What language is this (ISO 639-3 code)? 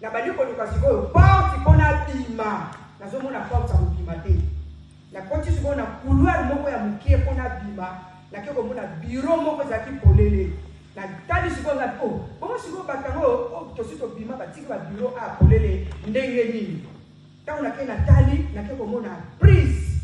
lin